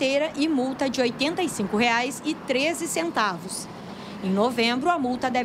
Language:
Portuguese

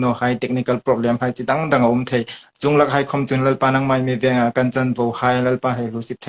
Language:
Hmar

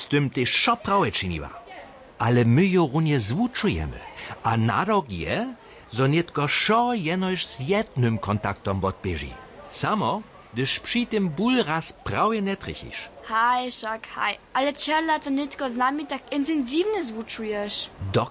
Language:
Upper Sorbian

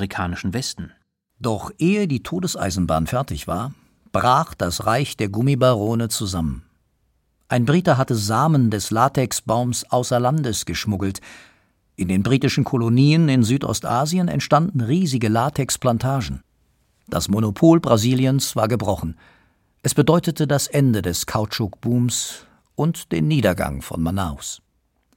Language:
German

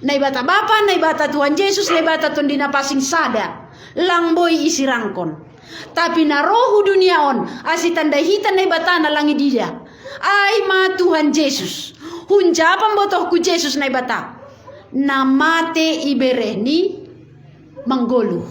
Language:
Batak Simalungun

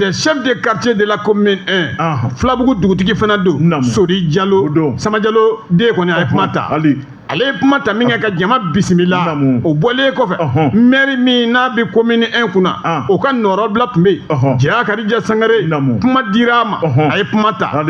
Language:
Bambara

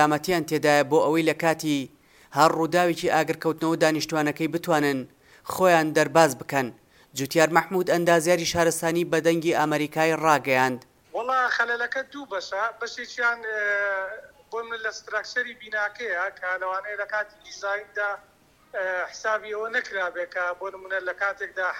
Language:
Central Kurdish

